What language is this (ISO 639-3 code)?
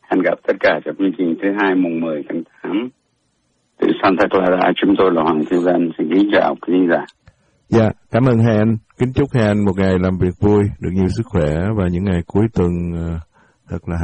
vie